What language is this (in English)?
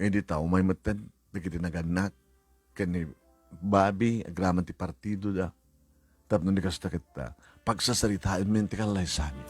Iloko